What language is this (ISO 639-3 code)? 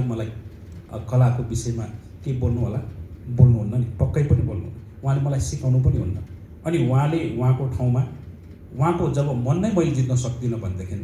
nep